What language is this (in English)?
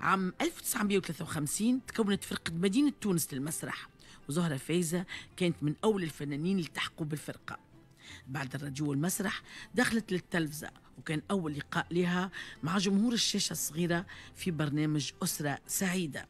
Tunisian Arabic